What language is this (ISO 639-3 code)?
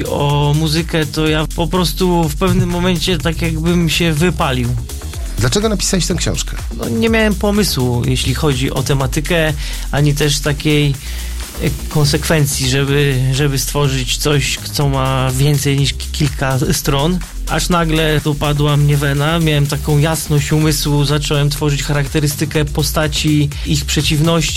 pol